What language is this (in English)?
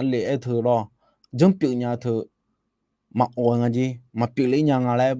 Akha